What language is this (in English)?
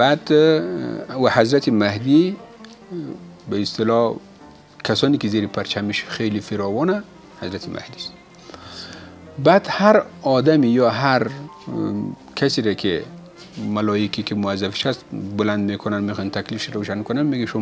Persian